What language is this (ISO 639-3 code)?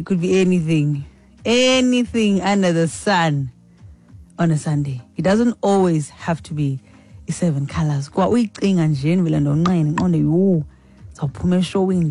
xho